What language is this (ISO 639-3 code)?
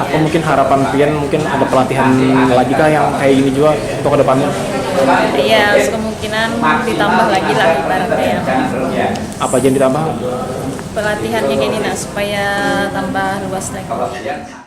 bjn